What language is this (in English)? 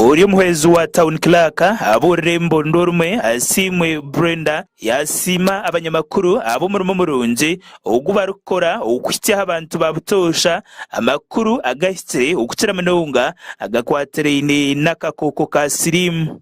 Nyankole